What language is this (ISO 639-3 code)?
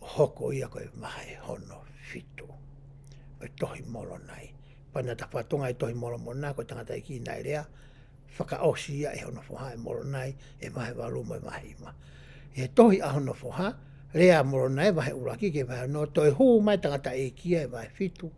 ton